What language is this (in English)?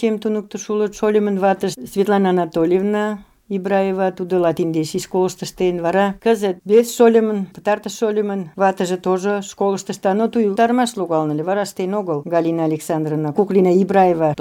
Mari